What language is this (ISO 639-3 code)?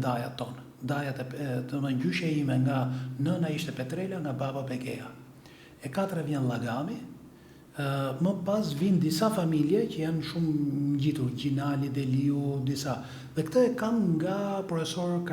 sqi